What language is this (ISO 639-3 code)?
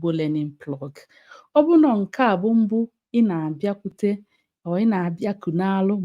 ibo